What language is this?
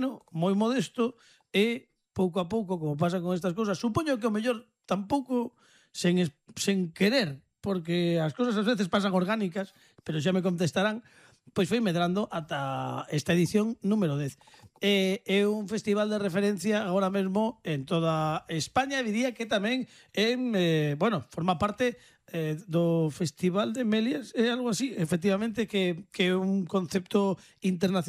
Galician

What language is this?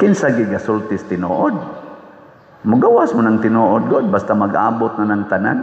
Cebuano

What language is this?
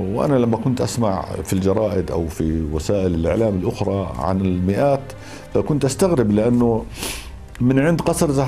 North Levantine Arabic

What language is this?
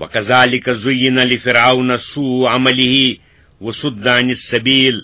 Kashmiri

